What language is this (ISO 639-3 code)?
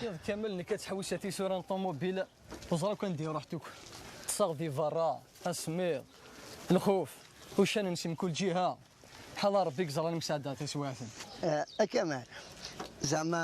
kab